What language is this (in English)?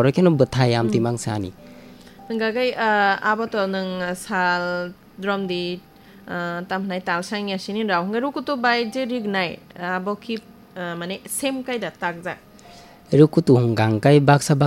Kok Borok